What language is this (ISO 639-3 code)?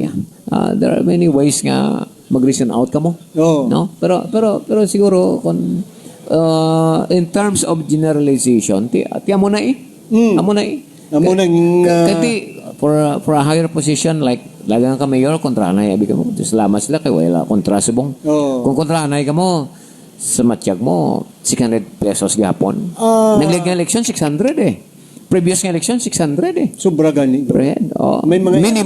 hil